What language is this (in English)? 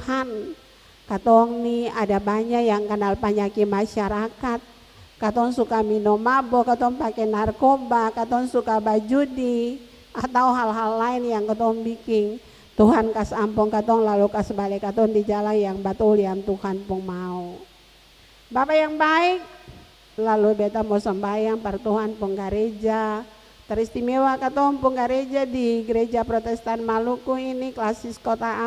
Ambonese Malay